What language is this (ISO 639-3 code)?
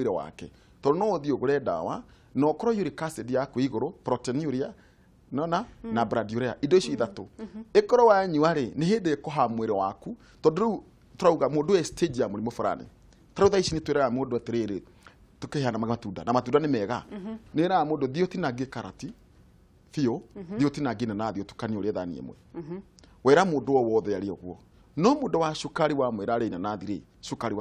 kik